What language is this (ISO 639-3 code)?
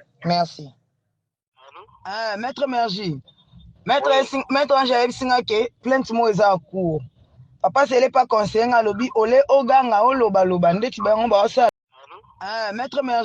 lin